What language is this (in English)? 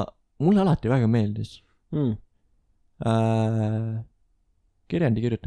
Estonian